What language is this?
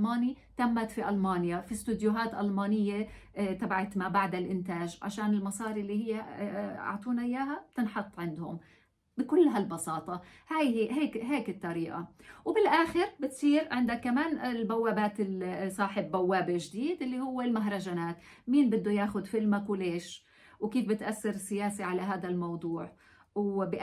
North Levantine Arabic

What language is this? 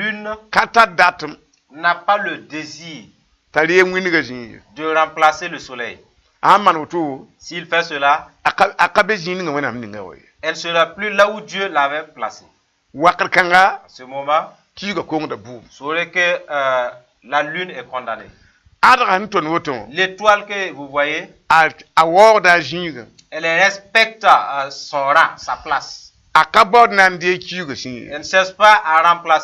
Mossi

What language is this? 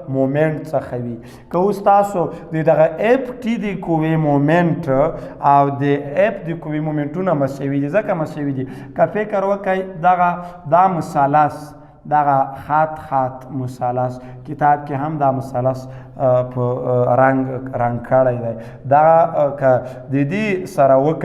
Pashto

